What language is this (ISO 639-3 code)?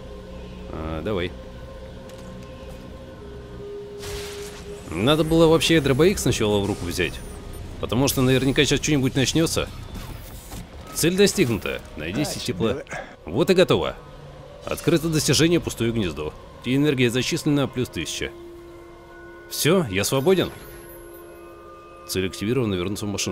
rus